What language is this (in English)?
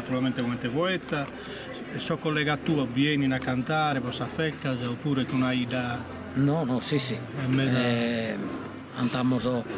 Sardinian